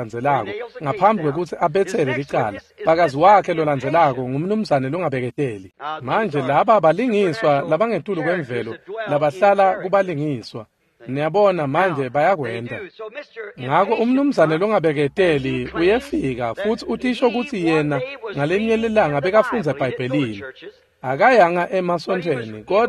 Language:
Swati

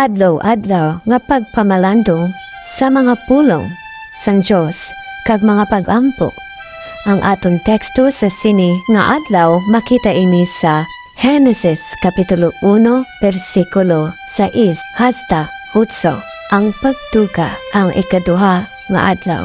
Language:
Hiligaynon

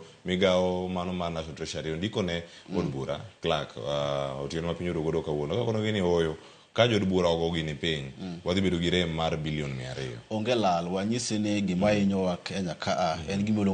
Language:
Luo (Kenya and Tanzania)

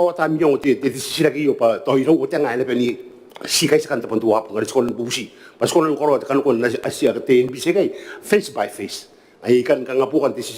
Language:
Gilbertese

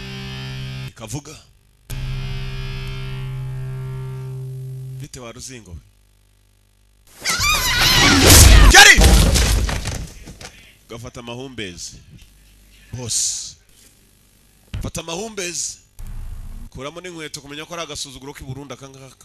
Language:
Kinyarwanda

